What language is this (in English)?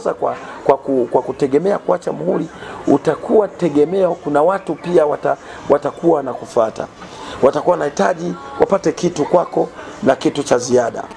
Swahili